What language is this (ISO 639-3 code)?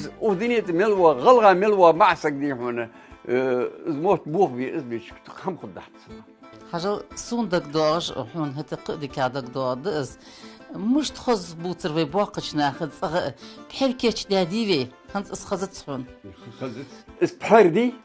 inh